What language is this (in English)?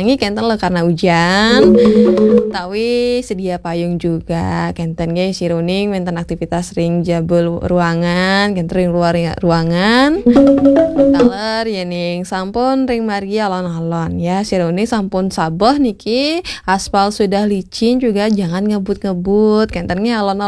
Balinese